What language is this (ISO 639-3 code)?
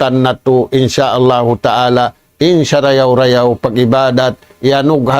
tsg